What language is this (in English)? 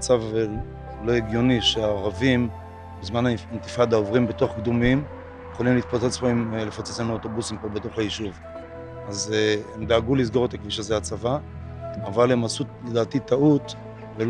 Hebrew